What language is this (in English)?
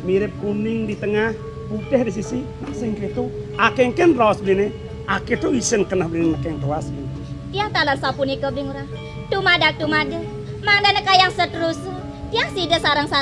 Balinese